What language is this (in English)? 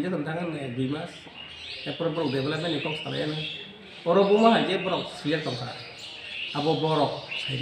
Kok Borok